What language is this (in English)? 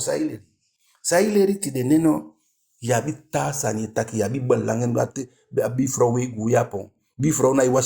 Eastern Maroon Creole